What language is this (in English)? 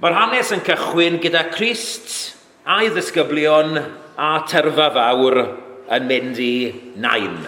Welsh